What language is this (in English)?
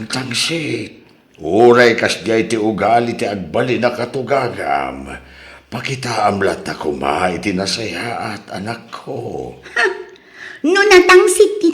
Iloko